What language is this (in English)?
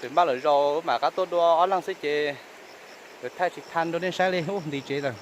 Hmong